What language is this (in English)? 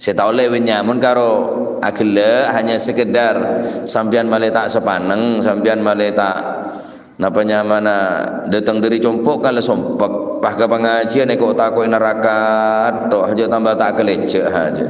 Madurese